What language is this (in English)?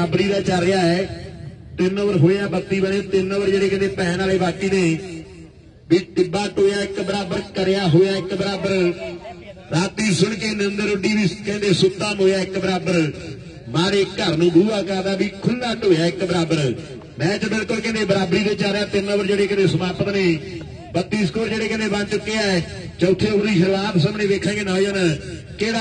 Punjabi